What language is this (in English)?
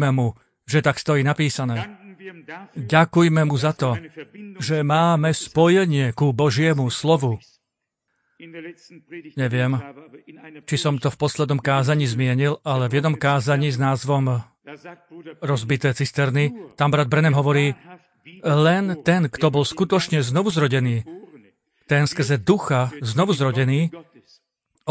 Slovak